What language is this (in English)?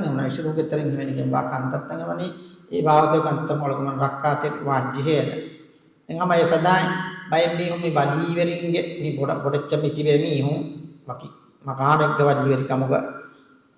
Divehi